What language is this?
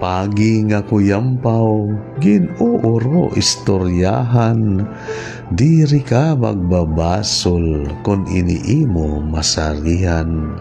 Waray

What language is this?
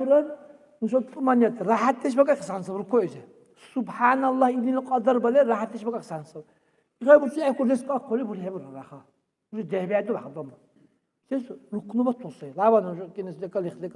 Dargwa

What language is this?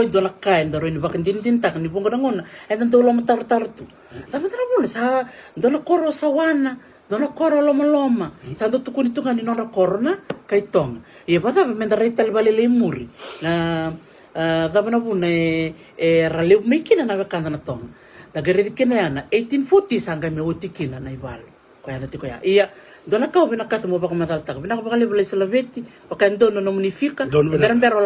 Fijian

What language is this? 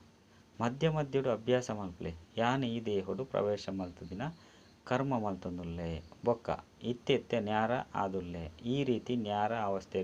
Tulu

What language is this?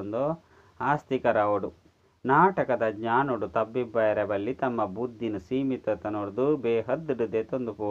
Tulu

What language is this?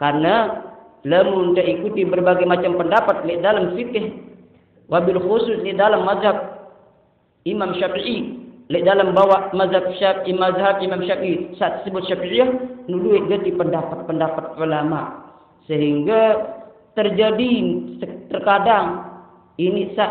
Sasak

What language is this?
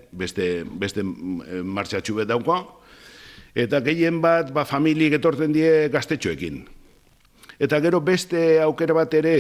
Basque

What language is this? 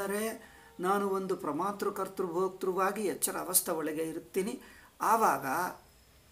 Kannada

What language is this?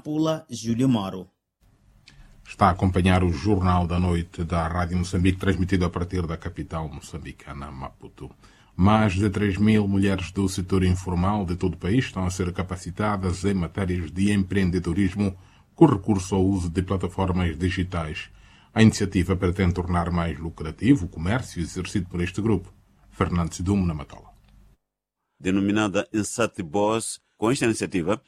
Portuguese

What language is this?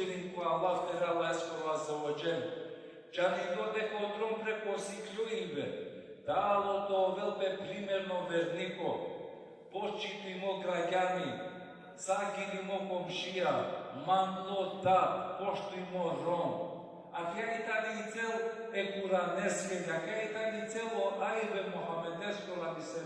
Balkan Romani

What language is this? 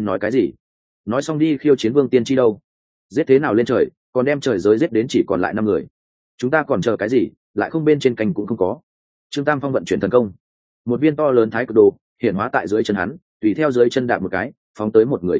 Vietnamese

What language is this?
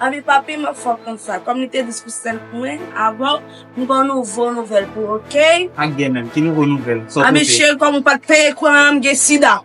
Haitian Creole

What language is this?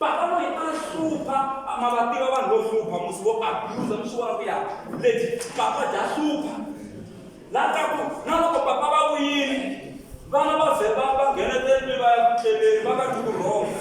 Tsonga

